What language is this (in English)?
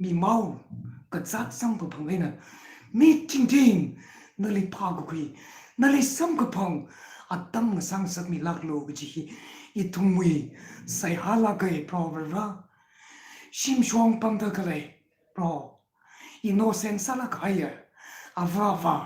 Tangkhul Naga (India)